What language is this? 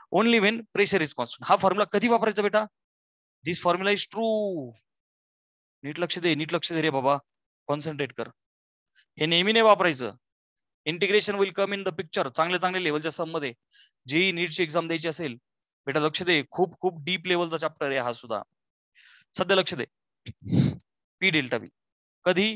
Marathi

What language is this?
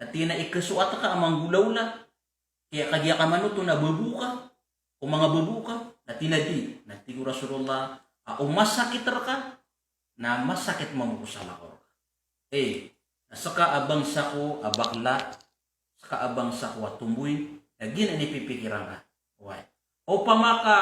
Maranao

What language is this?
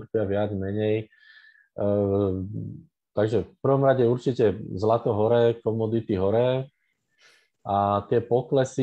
Slovak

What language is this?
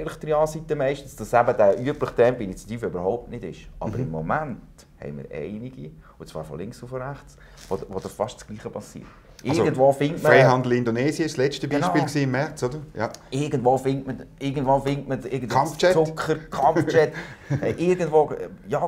German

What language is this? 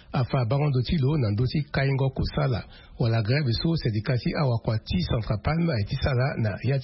Sango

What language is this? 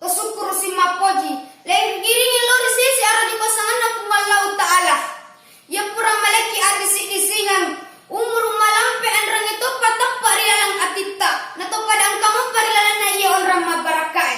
Buginese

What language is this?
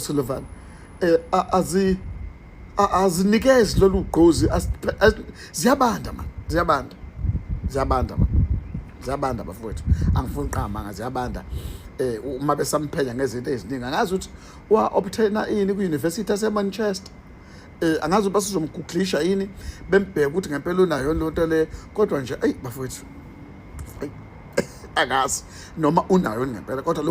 Zulu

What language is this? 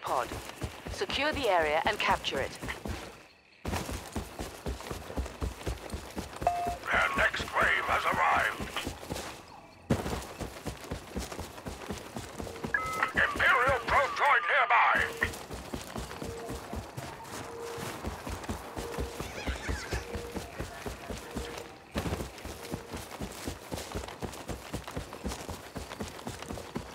English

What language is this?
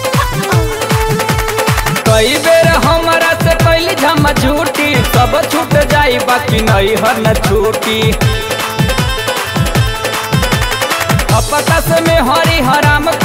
Bhojpuri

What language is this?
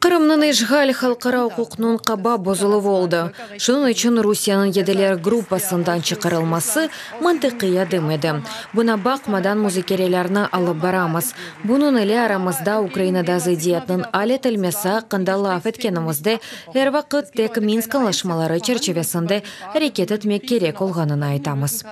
Crimean Tatar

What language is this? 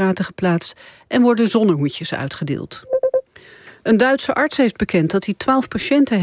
Dutch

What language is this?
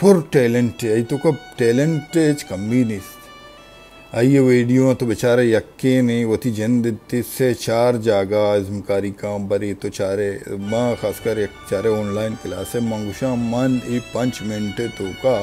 Baluchi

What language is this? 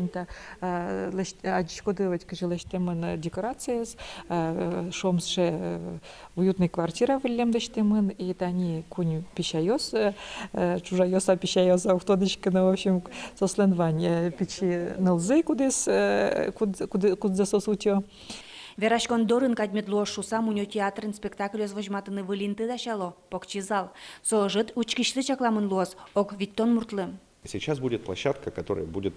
Udmurt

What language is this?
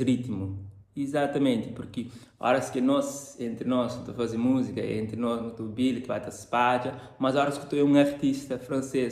Kabuverdianu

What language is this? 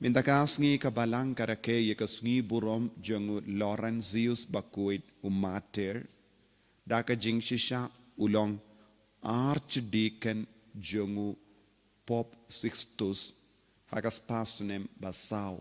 Khasi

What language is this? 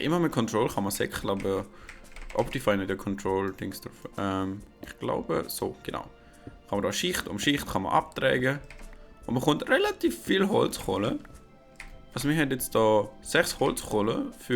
Swiss German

